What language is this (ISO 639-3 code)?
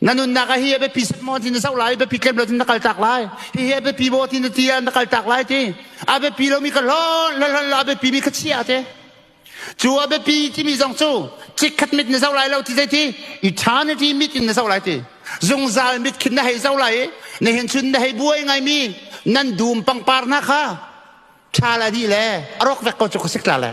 cnh